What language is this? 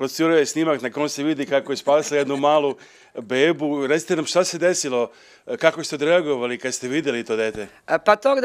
Serbian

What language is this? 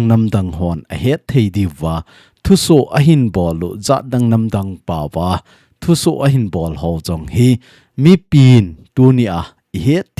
Thado Chin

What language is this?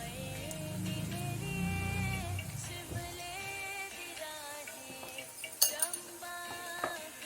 Dogri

